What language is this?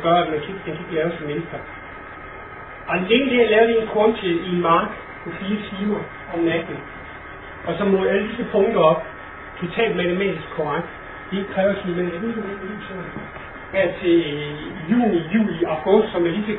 Danish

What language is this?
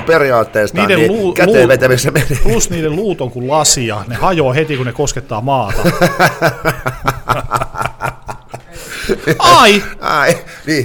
Finnish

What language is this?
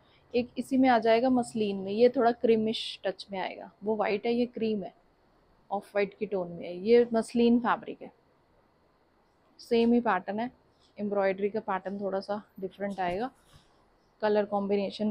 Hindi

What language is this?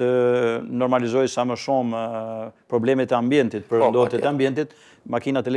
Albanian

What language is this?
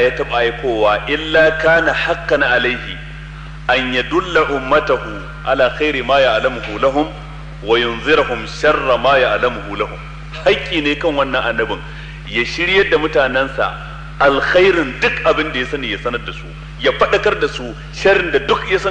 Hausa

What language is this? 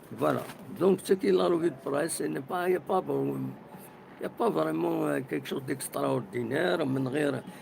Kabyle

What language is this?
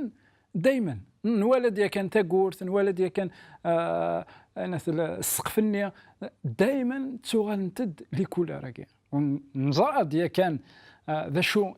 Kabyle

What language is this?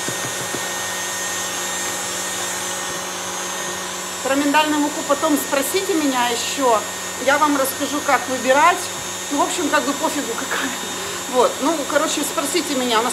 Russian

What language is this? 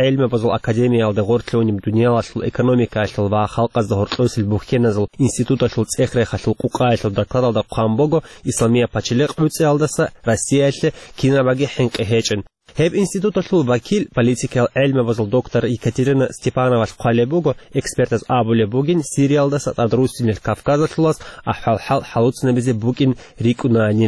Avaric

